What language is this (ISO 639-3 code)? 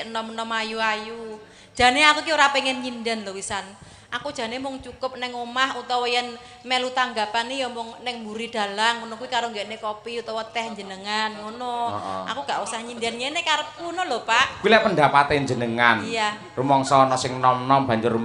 jav